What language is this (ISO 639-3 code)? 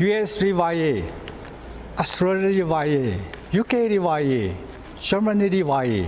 nmf